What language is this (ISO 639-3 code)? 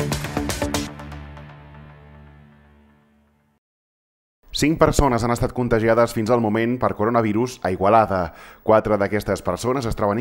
cat